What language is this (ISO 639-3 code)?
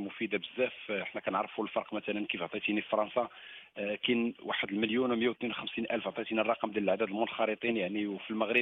ary